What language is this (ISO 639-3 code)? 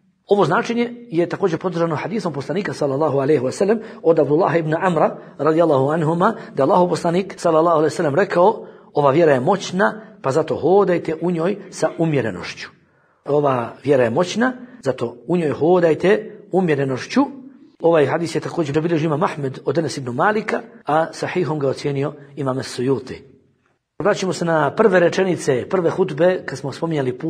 bos